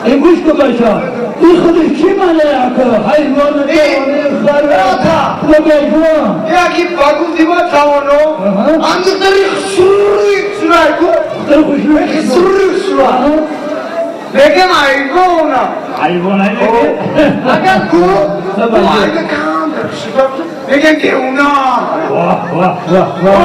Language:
Tajik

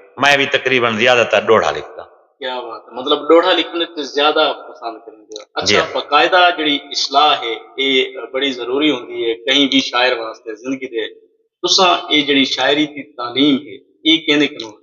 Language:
Saraiki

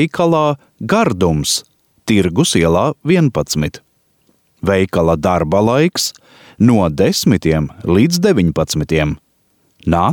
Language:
Latvian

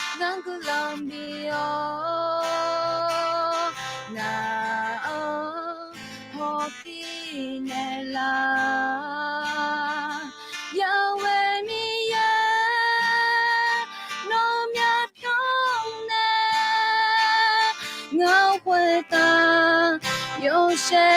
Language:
Akha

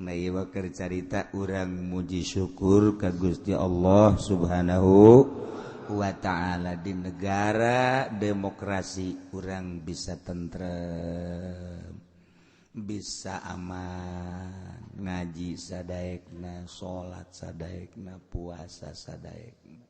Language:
Sundanese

